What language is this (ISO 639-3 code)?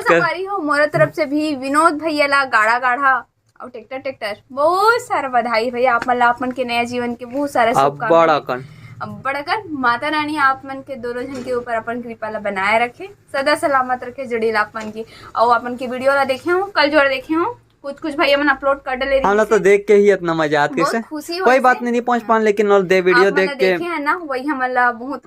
hne